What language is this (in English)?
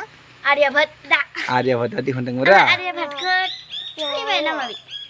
Bodo